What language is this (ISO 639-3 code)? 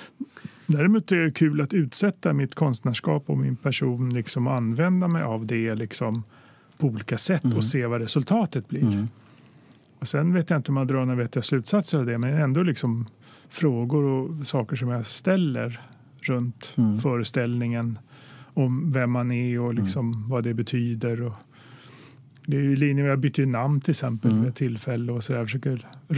swe